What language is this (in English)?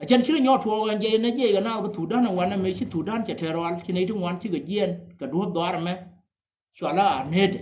Nuer